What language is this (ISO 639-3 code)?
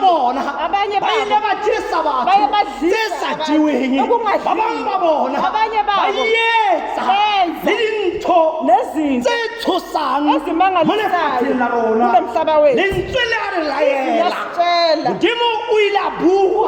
tsn